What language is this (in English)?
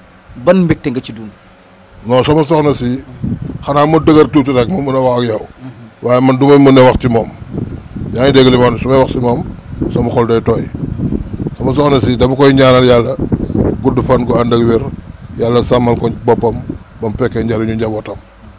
Wolof